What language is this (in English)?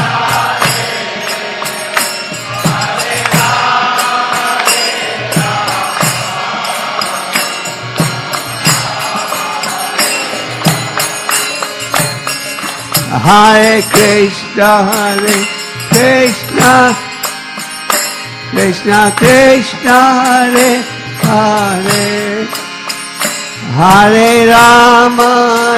Hindi